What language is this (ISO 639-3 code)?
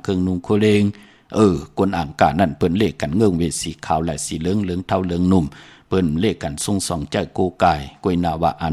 shn